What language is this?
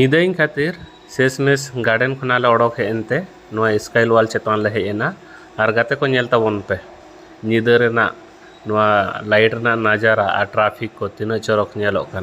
Santali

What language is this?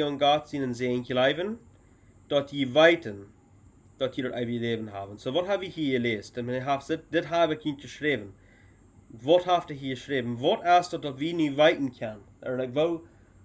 Plautdietsch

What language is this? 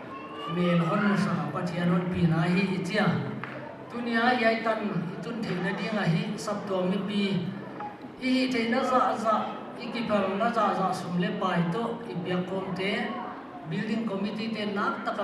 Paite Chin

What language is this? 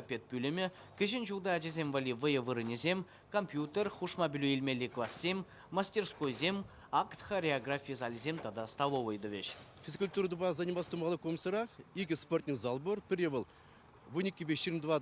Chuvash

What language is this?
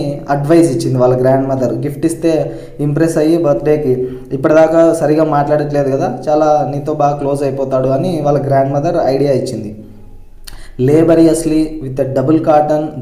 Telugu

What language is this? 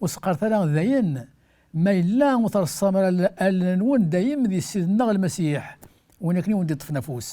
Kabyle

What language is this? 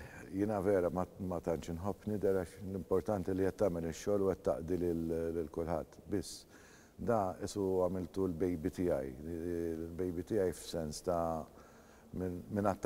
Maltese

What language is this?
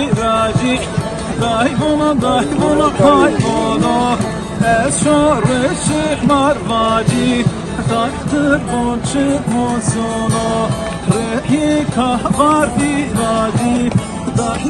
Zaza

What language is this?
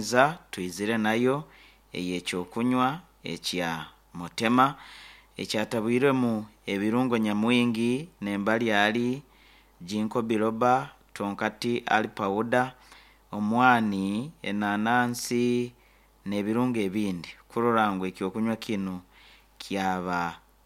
Nyankole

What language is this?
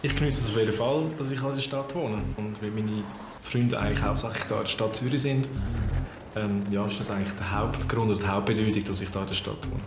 Swiss German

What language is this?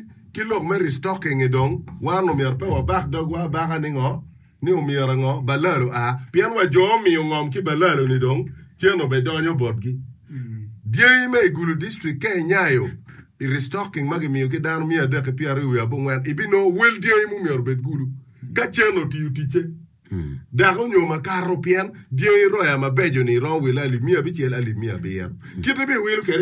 Acoli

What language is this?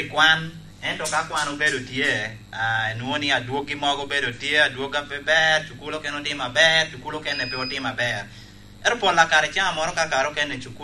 Lango (Uganda)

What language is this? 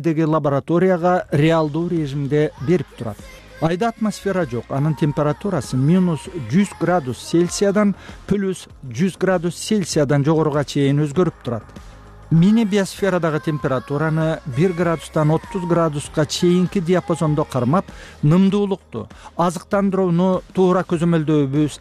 Kyrgyz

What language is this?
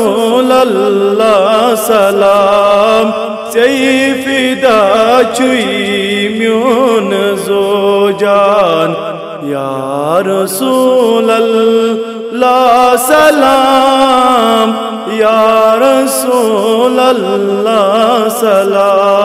Urdu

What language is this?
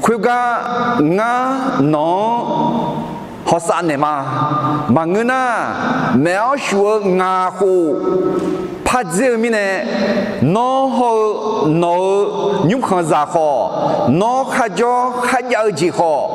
Akha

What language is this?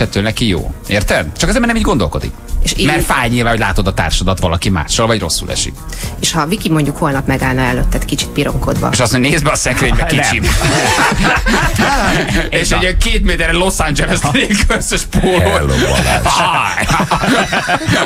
Hungarian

